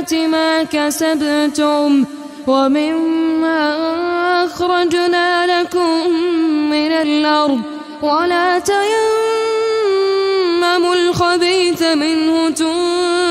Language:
Arabic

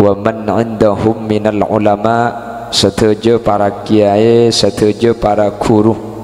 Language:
Madurese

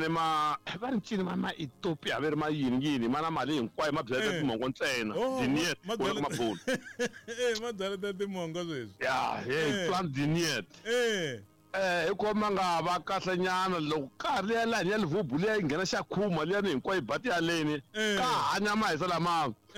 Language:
Tsonga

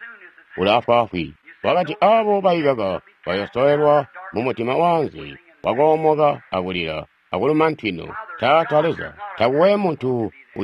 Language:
Tonga (Zambia)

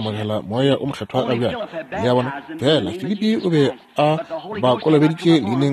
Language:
Northern Sotho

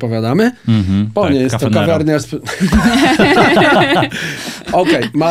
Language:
Polish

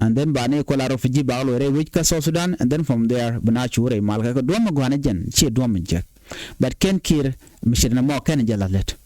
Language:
Nuer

